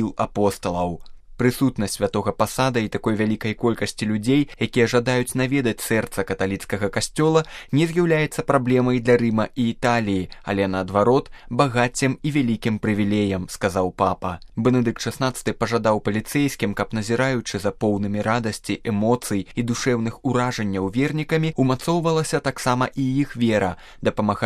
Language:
Belarusian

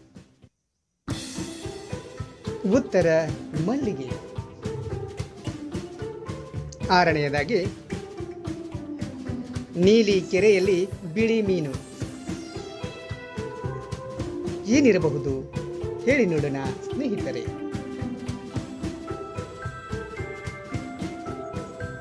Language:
Kannada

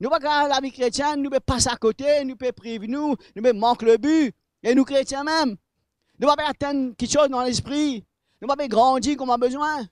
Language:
Morisyen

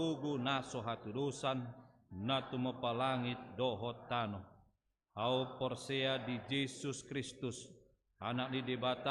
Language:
Batak Toba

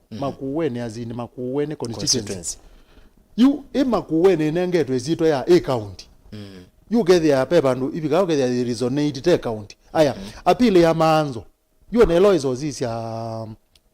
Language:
Kamba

